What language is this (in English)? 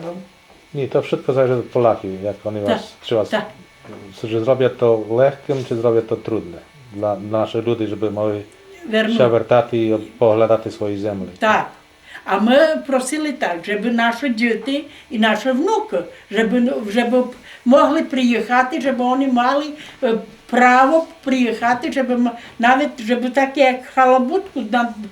Rusyn